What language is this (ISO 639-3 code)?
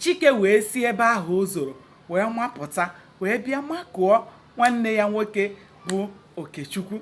ibo